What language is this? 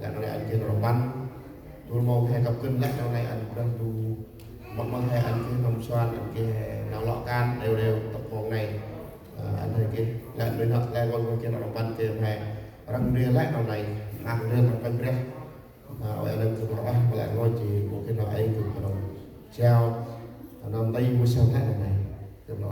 Central Mnong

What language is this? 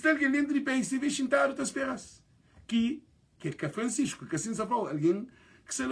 Kabuverdianu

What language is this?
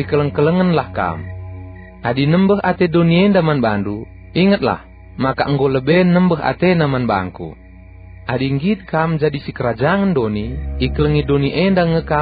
Batak Karo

